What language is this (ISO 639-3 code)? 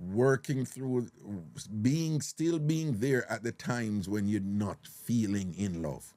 jam